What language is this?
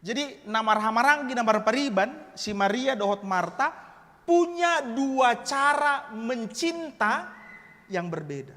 Batak Toba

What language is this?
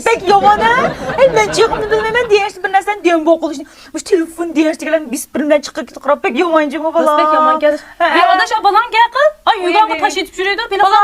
Uyghur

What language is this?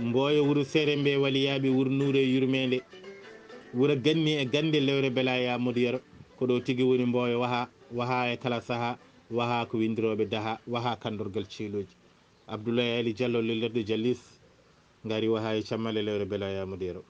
Fula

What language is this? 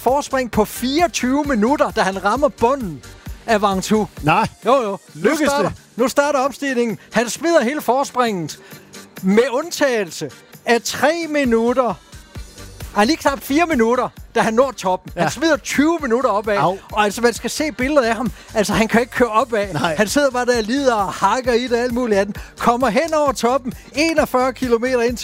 Danish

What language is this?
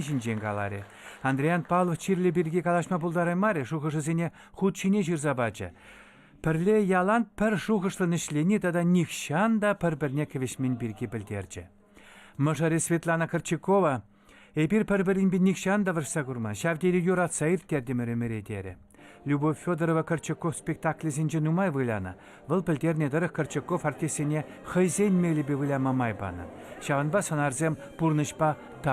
Chuvash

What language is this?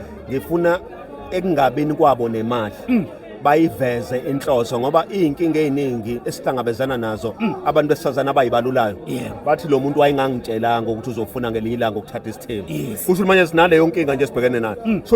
Zulu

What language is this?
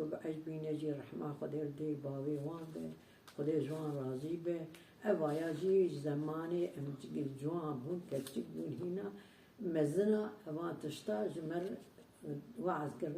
Kurdish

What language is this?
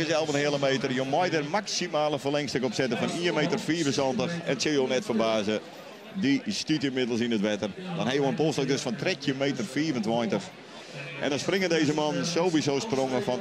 Western Frisian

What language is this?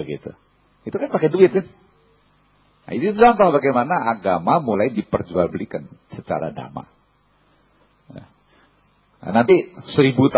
Indonesian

